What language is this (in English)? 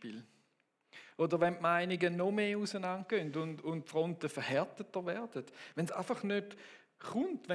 Swiss German